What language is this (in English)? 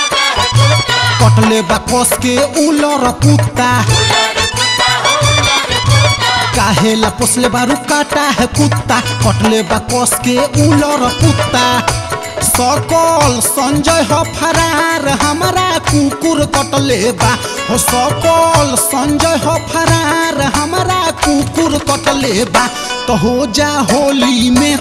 Bhojpuri